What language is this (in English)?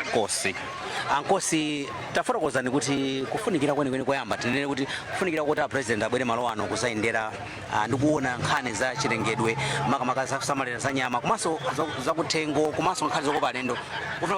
Nyanja